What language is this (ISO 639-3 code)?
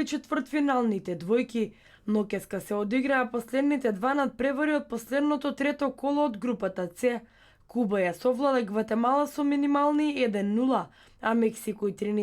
mkd